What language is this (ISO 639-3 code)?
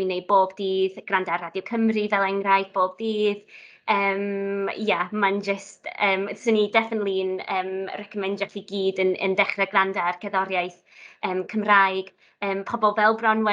cym